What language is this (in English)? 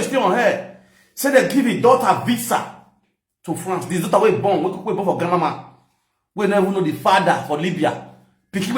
Nigerian Pidgin